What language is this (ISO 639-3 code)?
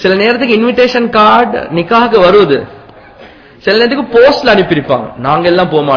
tam